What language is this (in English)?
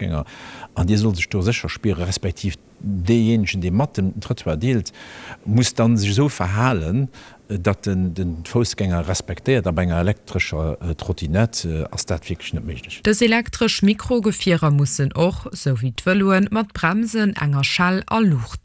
Luxembourgish